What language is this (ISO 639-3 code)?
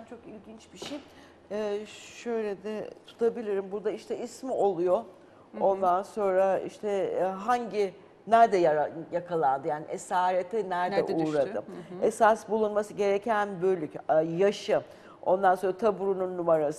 tur